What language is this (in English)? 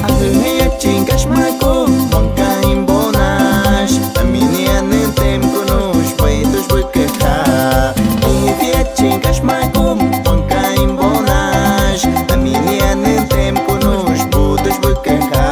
Aguaruna